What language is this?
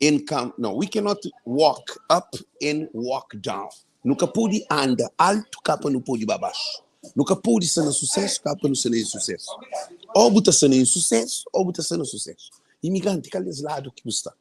Kabuverdianu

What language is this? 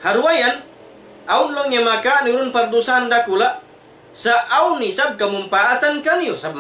Tausug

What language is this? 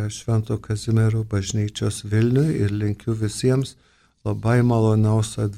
Lithuanian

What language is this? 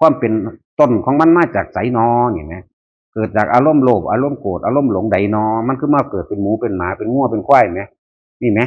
Northeastern Thai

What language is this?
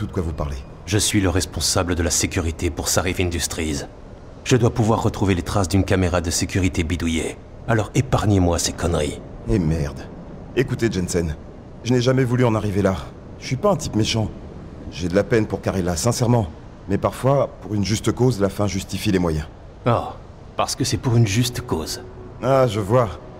French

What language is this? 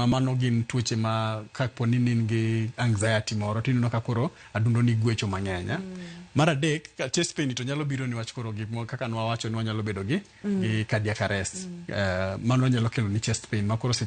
Luo (Kenya and Tanzania)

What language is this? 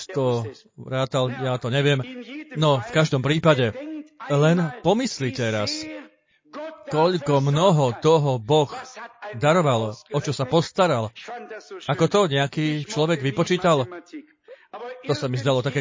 Slovak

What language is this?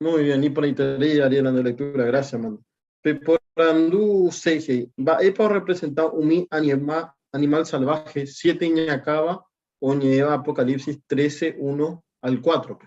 Guarani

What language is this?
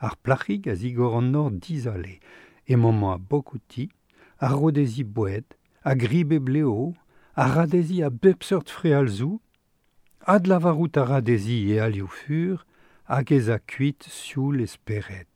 Breton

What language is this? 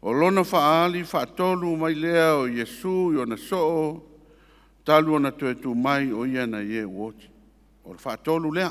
Samoan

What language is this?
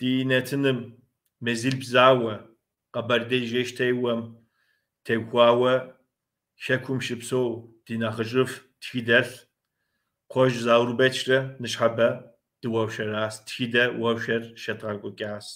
Kabardian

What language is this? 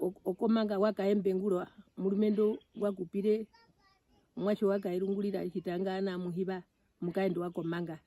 Herero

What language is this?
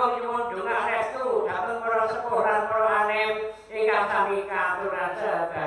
Javanese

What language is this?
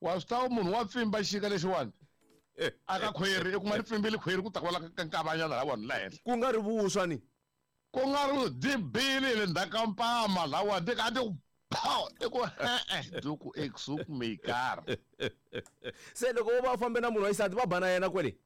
Tsonga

